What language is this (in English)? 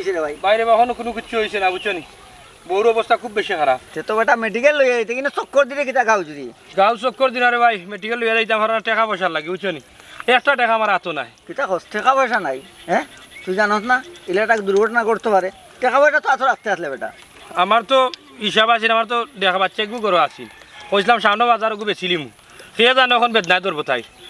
Sylheti